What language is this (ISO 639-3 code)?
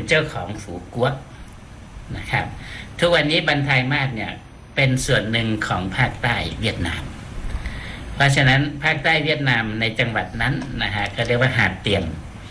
tha